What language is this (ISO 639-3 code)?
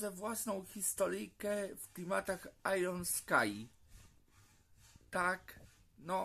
pol